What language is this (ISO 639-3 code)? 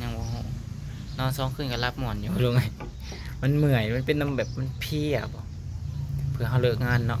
lao